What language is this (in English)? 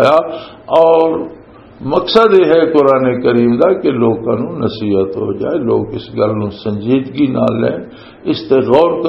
Western Panjabi